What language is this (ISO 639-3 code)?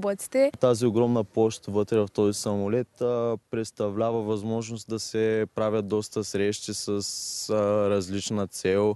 bul